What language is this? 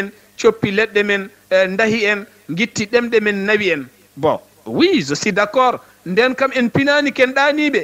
Fula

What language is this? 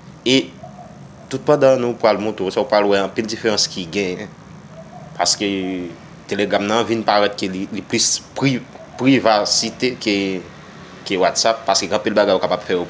Haitian Creole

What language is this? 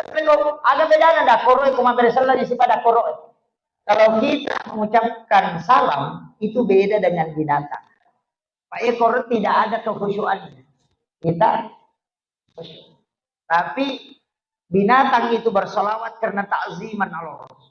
Buginese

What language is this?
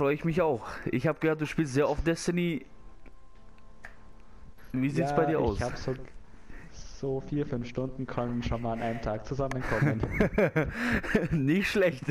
German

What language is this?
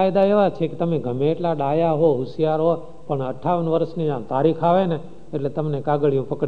Gujarati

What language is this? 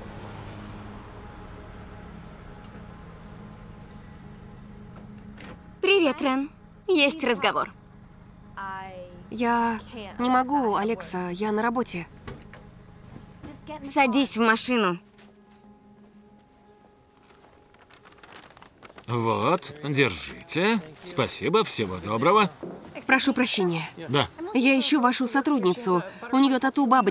Russian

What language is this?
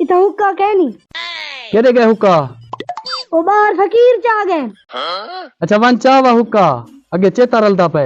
Saraiki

